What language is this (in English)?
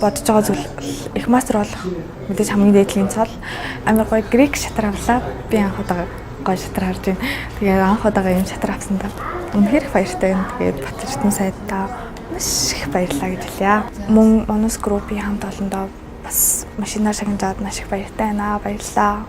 Mongolian